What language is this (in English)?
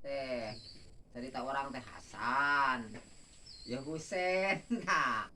Sundanese